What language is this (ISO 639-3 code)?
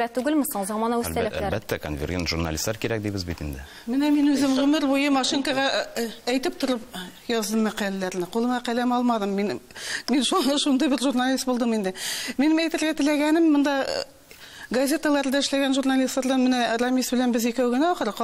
tat